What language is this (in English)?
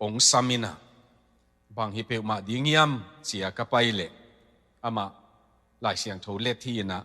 Tedim Chin